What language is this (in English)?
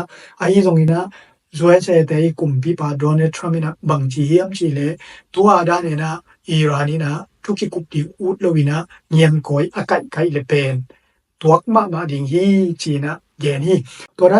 Tedim Chin